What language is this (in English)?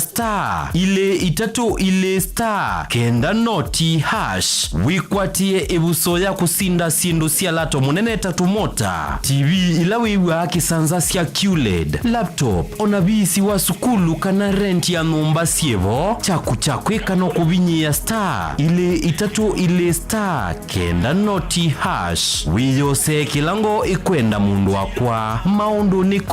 Kamba